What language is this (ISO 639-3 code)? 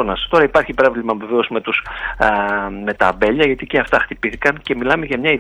ell